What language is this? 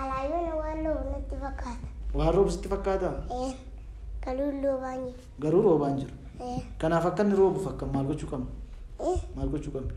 Oromo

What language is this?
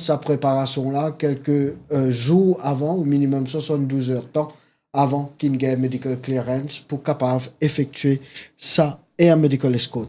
Morisyen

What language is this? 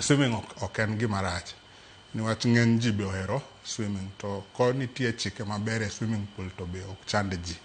Luo (Kenya and Tanzania)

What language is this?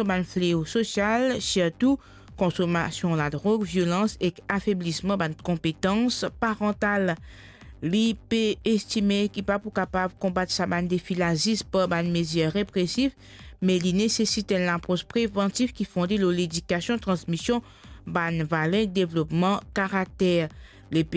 Morisyen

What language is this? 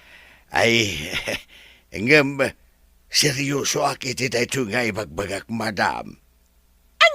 Iloko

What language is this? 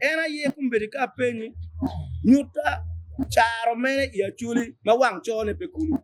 Acoli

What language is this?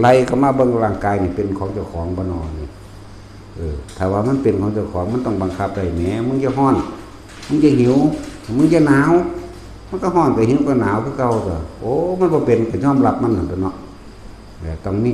Northeastern Thai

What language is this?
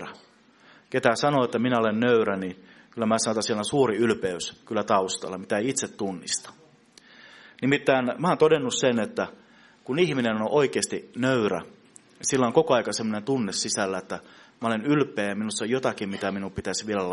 Finnish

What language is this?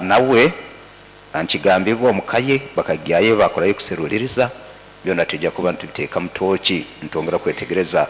Nyankole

